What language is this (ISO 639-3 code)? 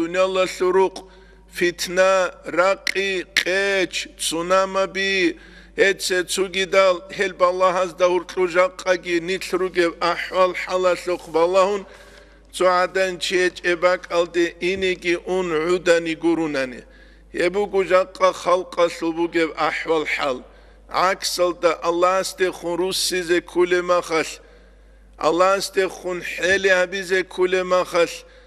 ava